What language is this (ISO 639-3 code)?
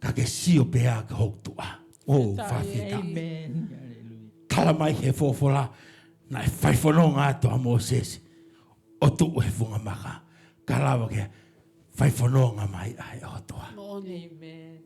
ton